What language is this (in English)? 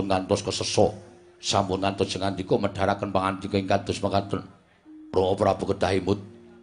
Javanese